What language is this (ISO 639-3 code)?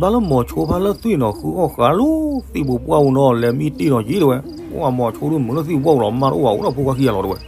ksw